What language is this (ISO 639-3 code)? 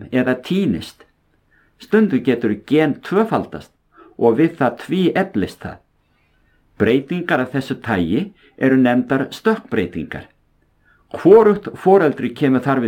isl